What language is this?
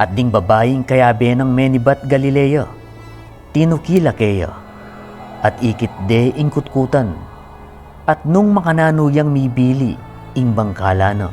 Pampanga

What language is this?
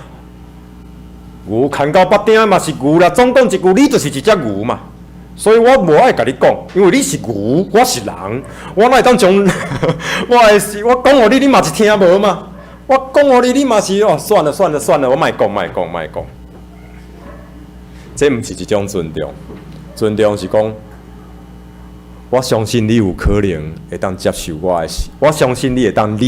Min Nan Chinese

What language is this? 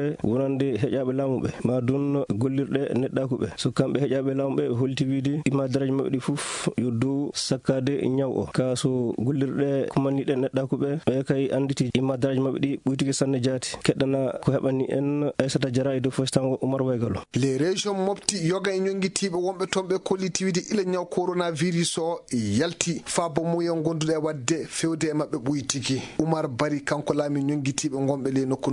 Fula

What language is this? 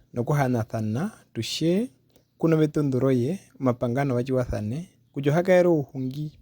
Herero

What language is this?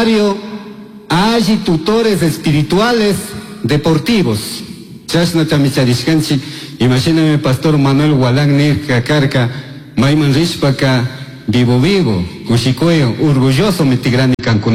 Chimborazo Highland Quichua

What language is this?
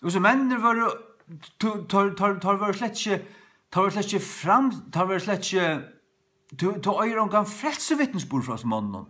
Faroese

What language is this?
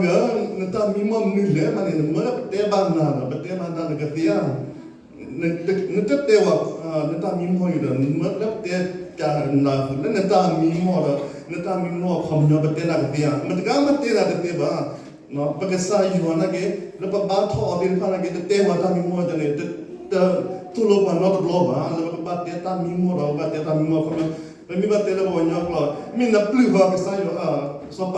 S'gaw Karen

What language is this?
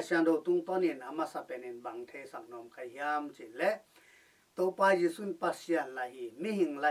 Tedim Chin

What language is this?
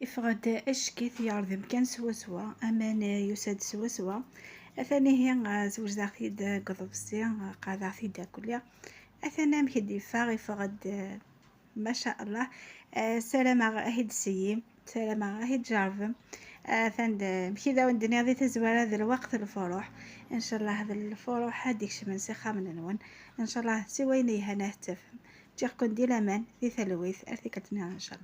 Kabyle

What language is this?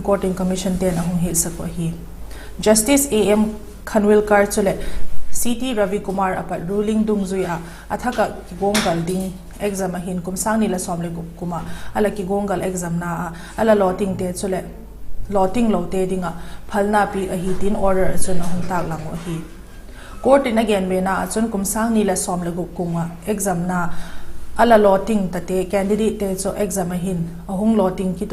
Vaiphei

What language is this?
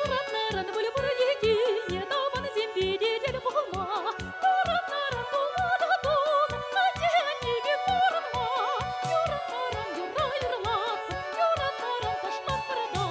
Chuvash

